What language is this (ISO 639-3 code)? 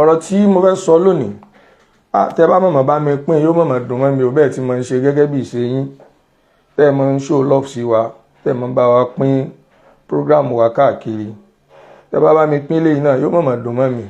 yor